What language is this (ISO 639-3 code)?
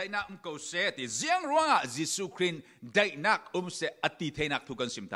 cfm